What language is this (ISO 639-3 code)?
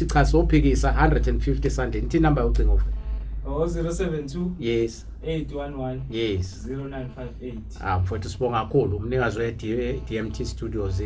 zul